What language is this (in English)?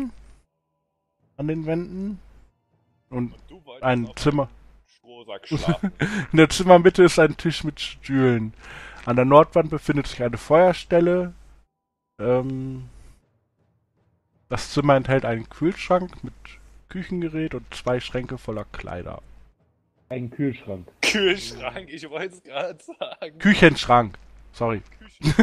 German